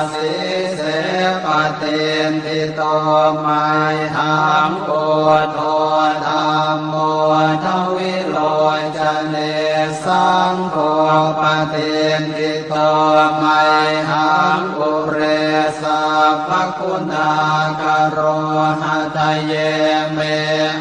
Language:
Pali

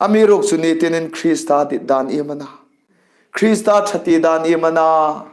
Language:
Hmar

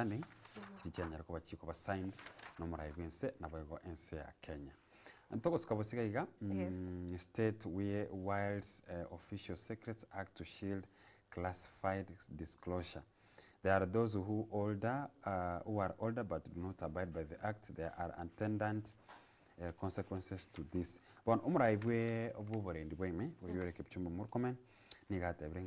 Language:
Gusii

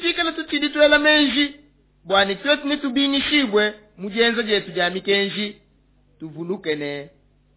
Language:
Luba-Lulua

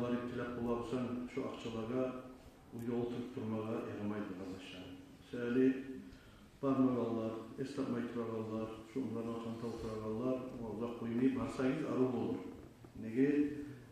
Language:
Kumyk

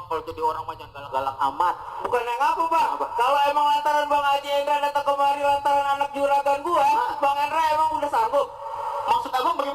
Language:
Betawi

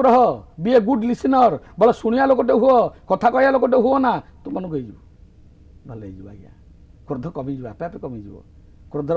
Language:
Odia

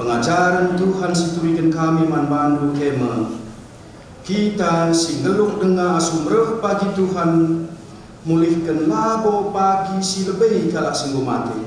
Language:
Batak Karo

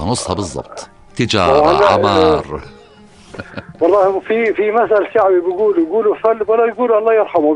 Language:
North Levantine Arabic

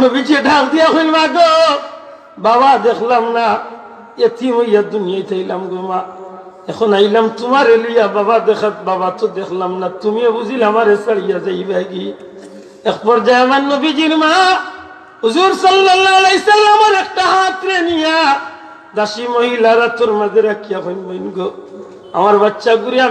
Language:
Sylheti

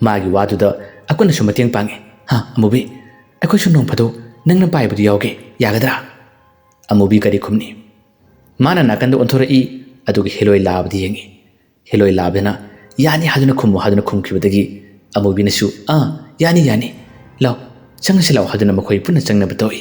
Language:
Manipuri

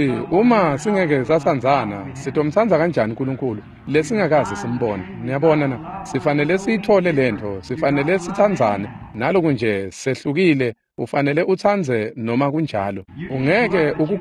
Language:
Swati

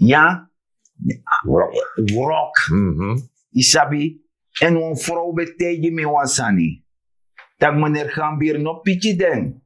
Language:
Sranan Tongo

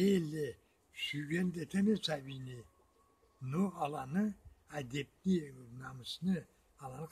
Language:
Karachay-Balkar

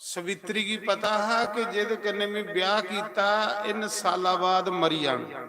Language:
Dogri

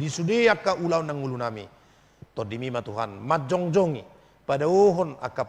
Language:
Batak Toba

